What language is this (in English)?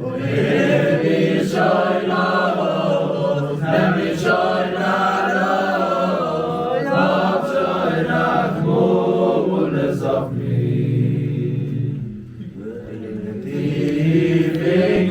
Yiddish